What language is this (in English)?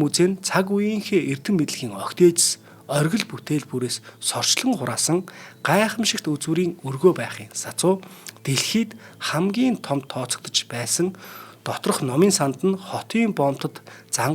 Mongolian